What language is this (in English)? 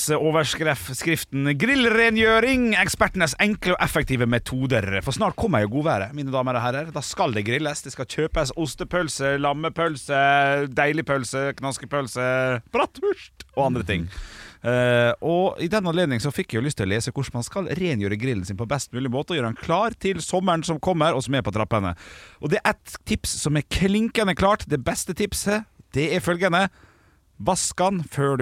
Norwegian